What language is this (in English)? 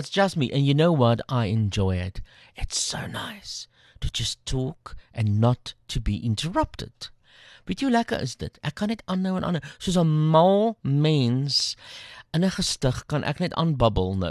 Afrikaans